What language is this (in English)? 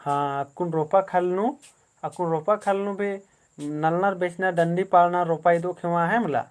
Kurukh